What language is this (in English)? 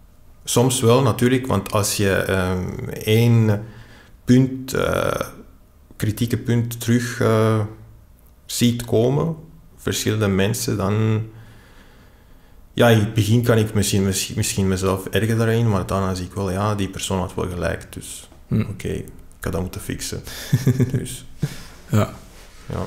Dutch